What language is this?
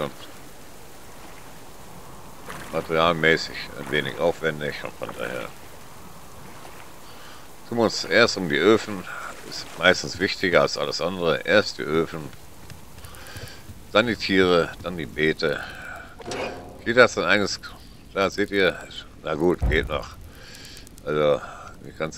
German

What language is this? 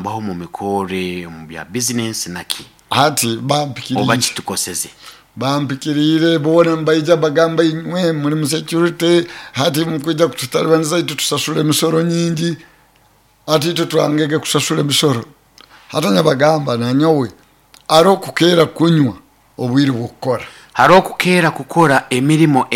Nyoro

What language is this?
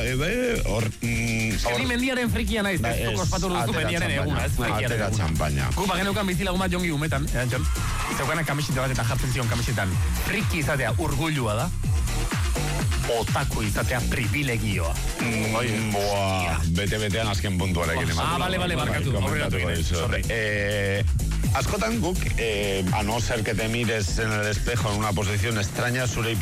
Basque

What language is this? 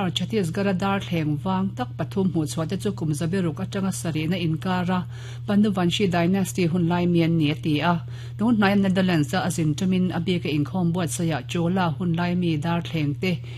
Mizo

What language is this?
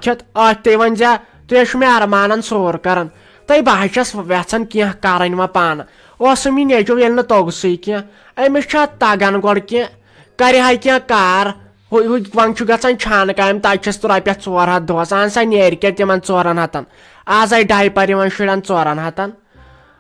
Kashmiri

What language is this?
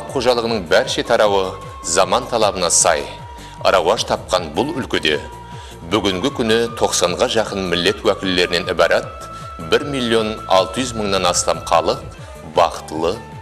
Kara-Kalpak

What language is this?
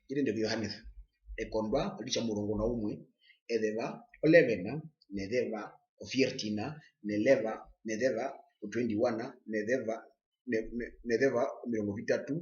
Herero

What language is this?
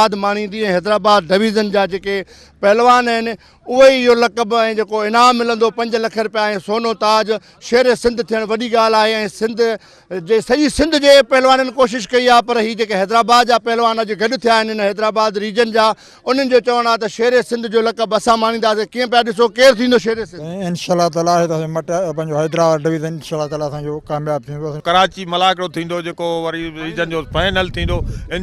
Sindhi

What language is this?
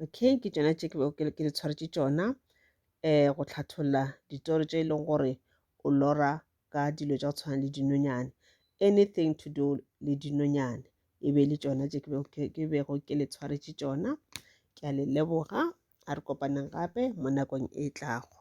Northern Sotho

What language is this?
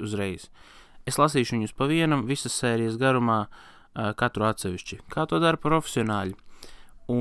Latvian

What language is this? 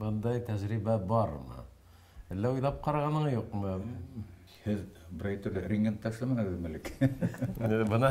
Bashkir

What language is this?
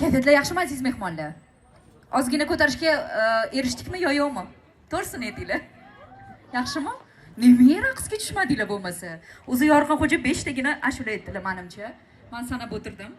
Uzbek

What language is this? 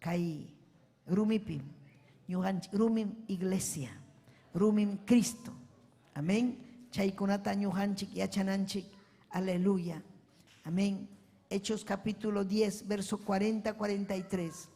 Ayacucho Quechua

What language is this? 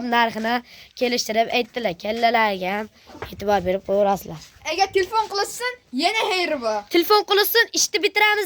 Uzbek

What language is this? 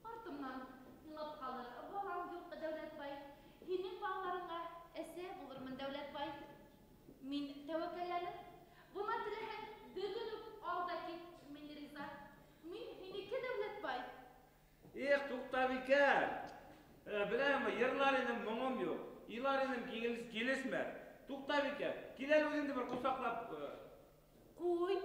Bashkir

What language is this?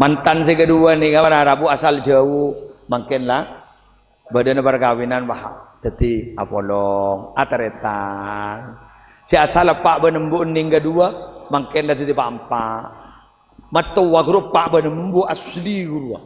Madurese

